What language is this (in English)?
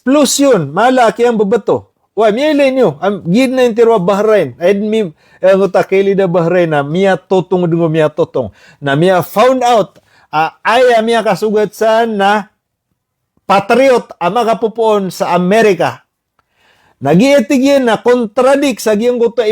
Maranao